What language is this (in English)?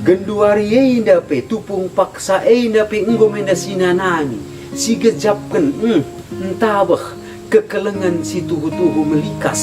Batak Karo